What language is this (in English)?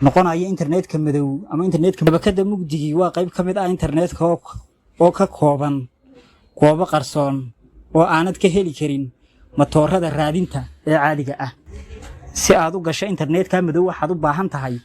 Somali